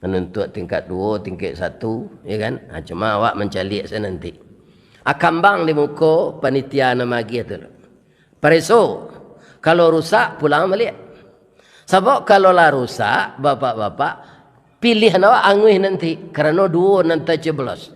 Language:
Minangkabau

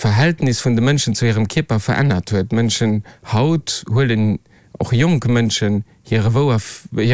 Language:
Luxembourgish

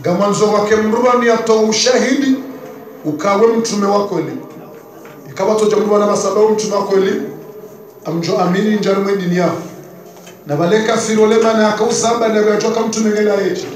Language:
Ngazidja Comorian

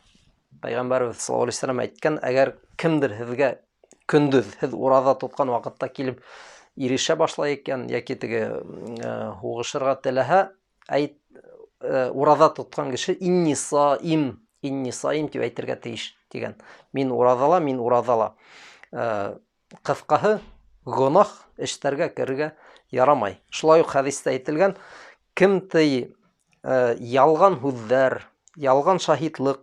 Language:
Bashkir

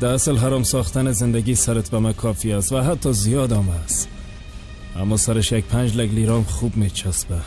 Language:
Tajik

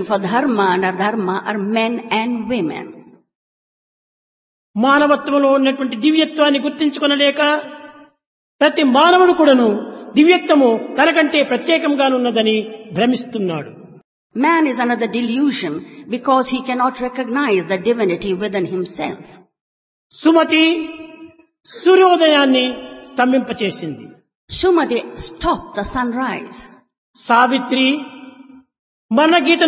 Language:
Telugu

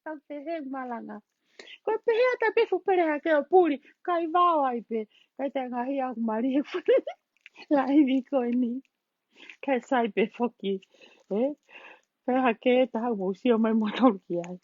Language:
Tongan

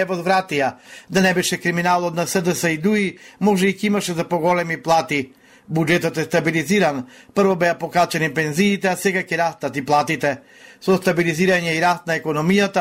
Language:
Macedonian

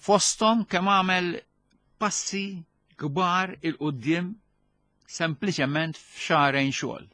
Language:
Maltese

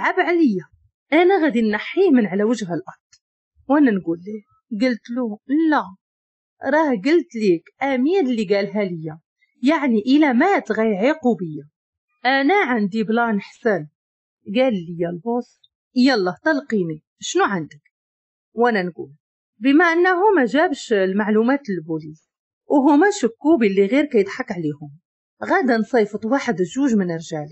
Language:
Moroccan Arabic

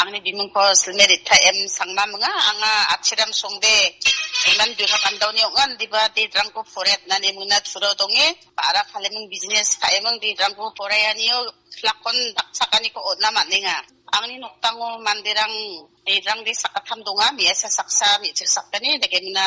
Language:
Garo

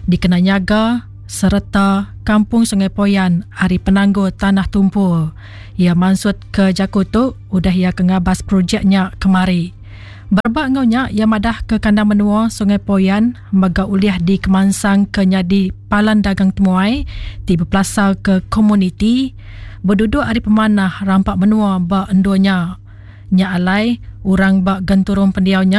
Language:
Iban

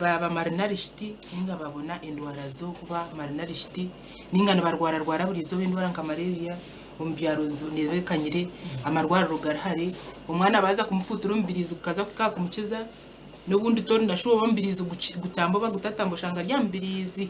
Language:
Nyankole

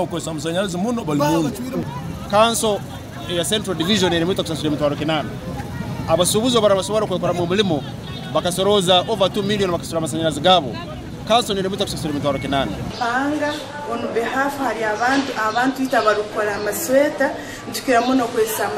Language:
Nyankole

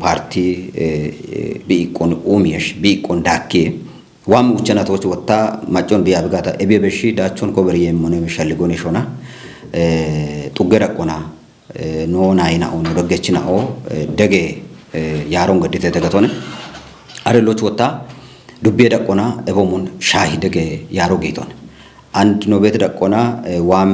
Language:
Kafa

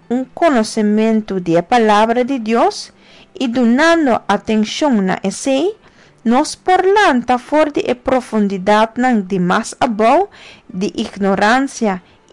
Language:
Papiamento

